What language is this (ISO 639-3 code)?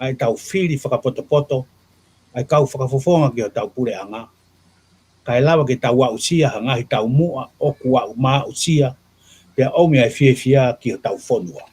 ton